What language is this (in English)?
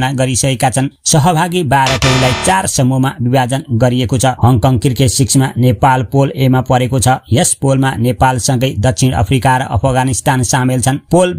Nepali